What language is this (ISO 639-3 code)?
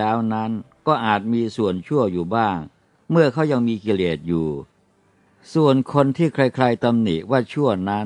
tha